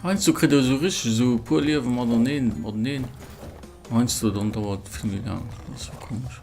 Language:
Luxembourgish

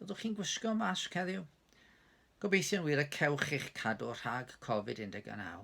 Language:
Welsh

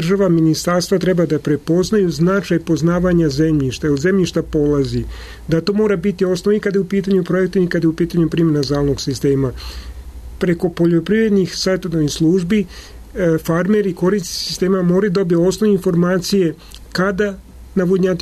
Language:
Serbian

